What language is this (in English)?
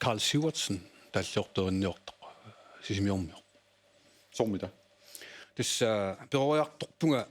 Kalaallisut